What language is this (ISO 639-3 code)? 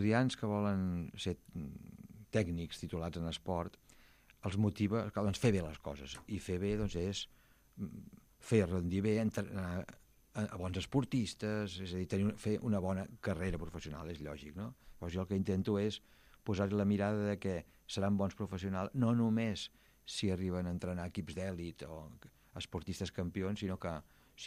cat